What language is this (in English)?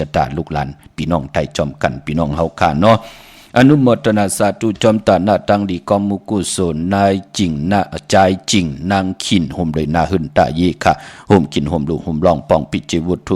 Shan